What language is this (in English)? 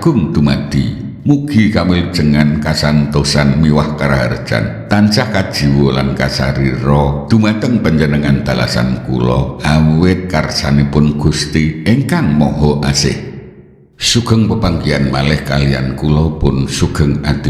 Javanese